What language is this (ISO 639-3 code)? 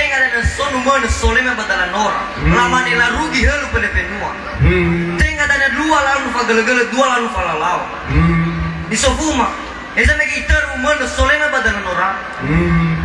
nia